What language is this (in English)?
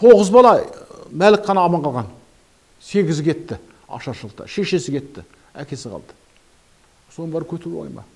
Kazakh